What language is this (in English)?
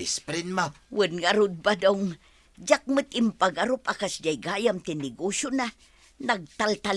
Iloko